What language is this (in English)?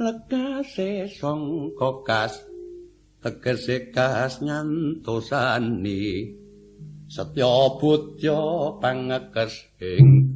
Javanese